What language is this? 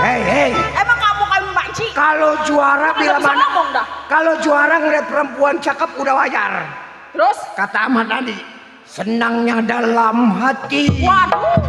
Betawi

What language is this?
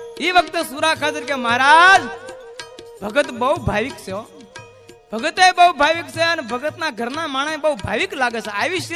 Gujarati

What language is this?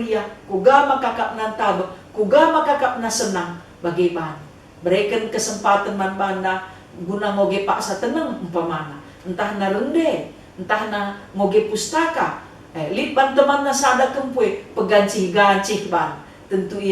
Batak Karo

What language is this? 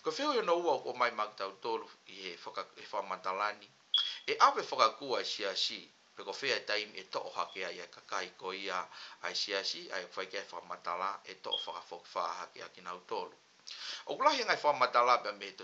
Tongan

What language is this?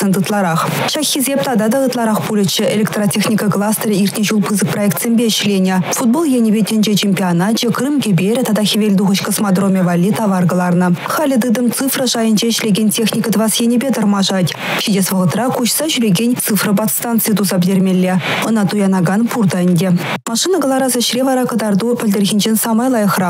Chuvash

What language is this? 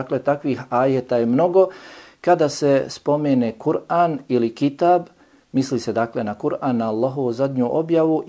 Bosnian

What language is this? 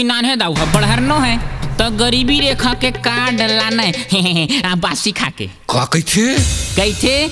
Chhattisgarhi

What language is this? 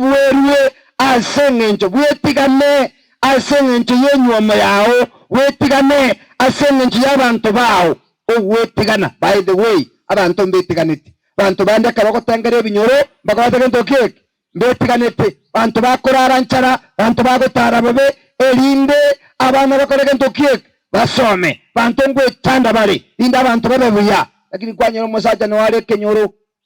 Gusii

